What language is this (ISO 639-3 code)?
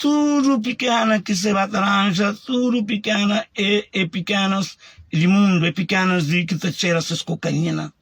kea